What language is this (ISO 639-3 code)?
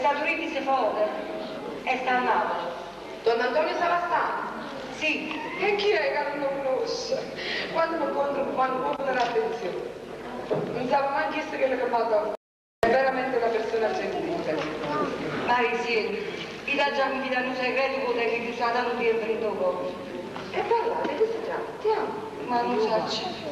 nap